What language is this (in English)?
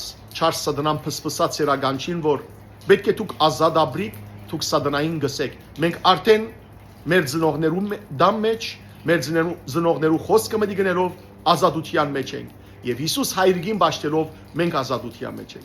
Western Armenian